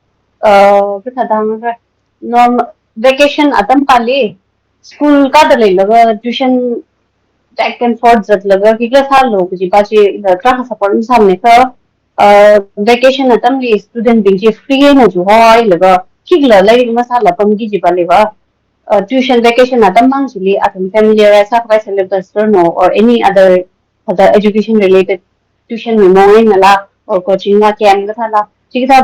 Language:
Tangkhul Naga (India)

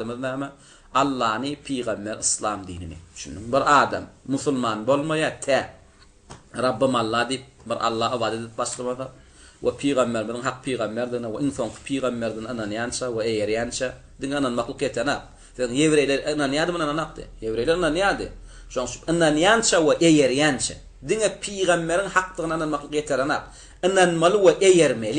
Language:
Turkmen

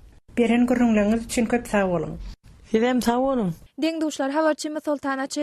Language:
Turkmen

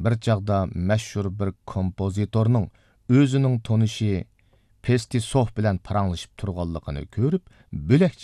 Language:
Uyghur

